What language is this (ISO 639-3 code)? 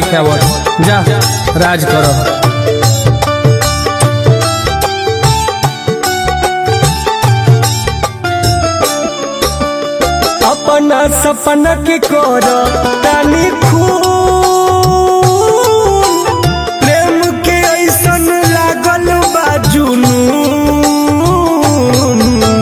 bho